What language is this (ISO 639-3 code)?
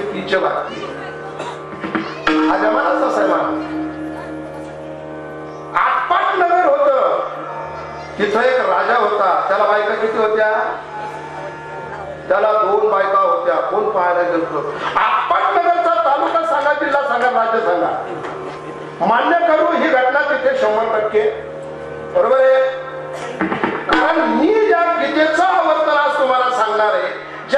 mar